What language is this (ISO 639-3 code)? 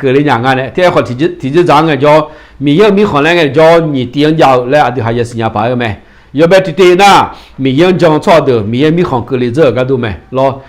ahk